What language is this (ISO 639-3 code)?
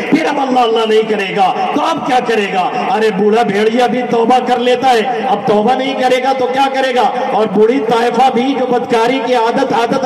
urd